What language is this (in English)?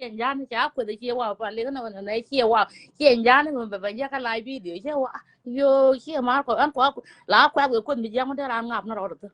Nuer